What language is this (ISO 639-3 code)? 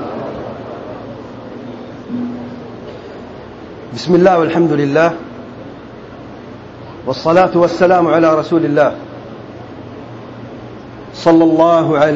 urd